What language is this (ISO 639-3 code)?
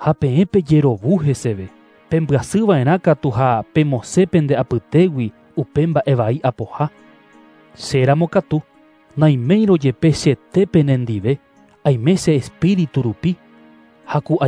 grn